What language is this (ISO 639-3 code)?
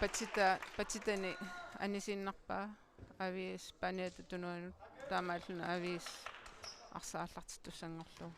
kal